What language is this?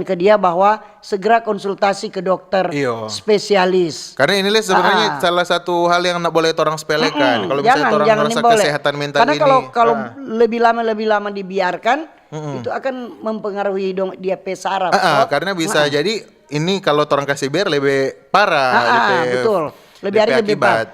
Manado Malay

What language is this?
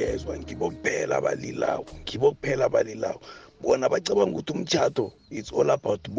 South Ndebele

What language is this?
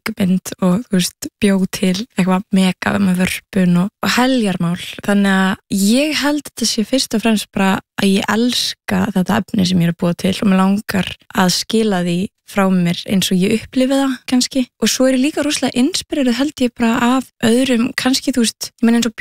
Icelandic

